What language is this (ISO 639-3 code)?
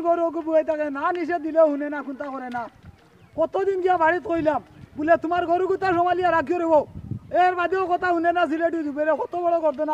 syl